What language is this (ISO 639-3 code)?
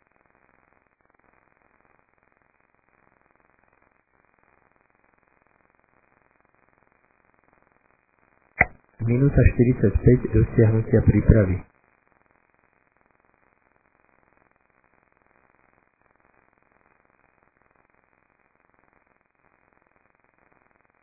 slk